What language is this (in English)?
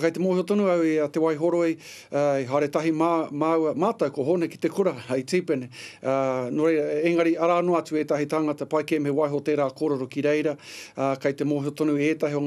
Māori